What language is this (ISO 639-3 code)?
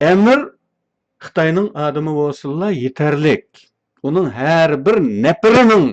uig